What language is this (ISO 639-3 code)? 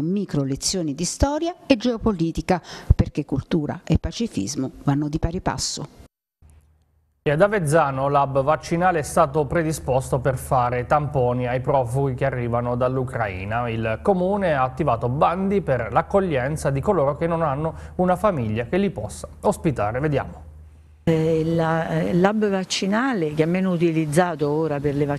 ita